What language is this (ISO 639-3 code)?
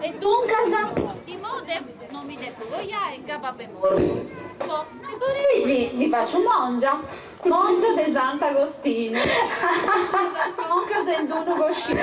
srd